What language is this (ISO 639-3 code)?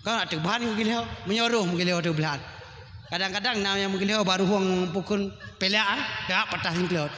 ace